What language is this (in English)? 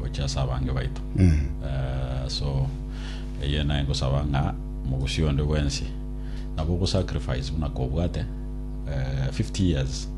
Gusii